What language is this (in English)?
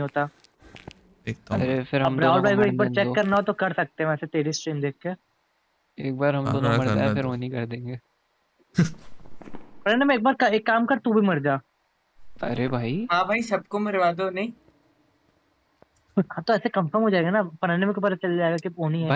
Hindi